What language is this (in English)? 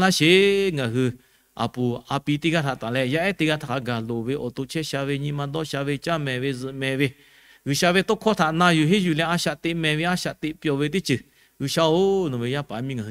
Lahu